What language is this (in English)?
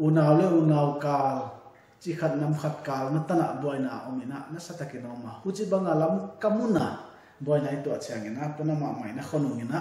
Paite Chin